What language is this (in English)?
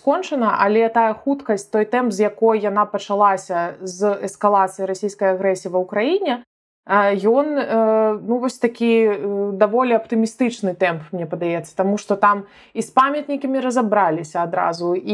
Belarusian